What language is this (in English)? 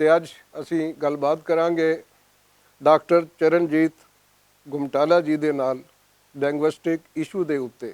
Western Panjabi